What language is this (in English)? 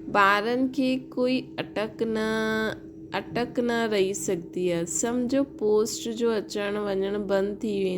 Sindhi